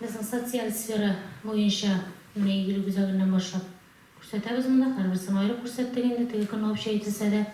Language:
Tatar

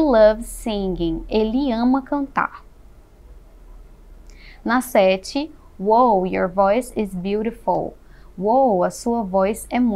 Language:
Portuguese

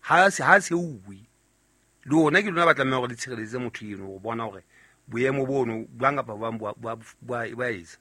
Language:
Southern Sotho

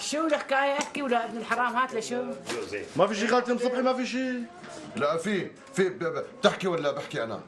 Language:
North Levantine Arabic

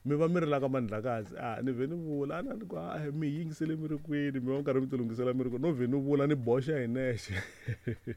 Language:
Tsonga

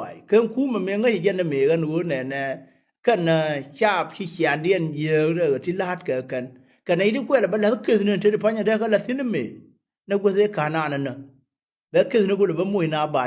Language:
Nuer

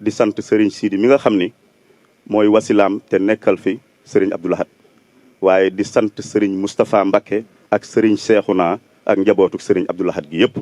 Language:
Wolof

